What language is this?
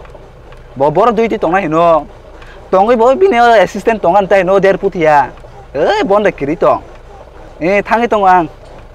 Kok Borok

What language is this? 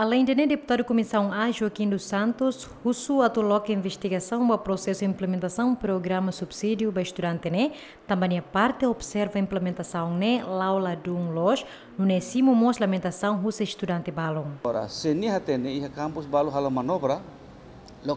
Tetum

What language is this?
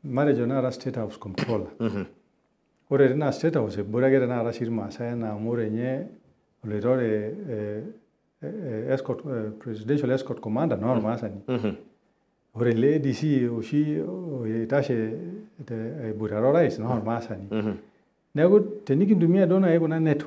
Masai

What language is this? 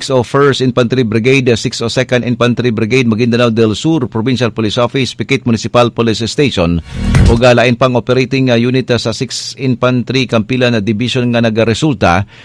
Cebuano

